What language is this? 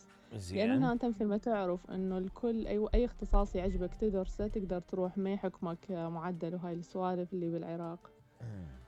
Mesopotamian Arabic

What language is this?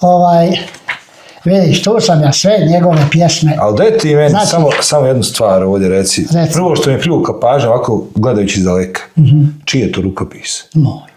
Bosnian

